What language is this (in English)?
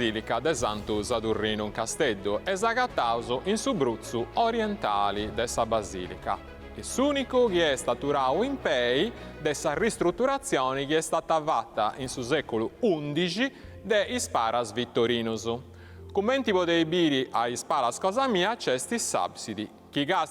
Sardinian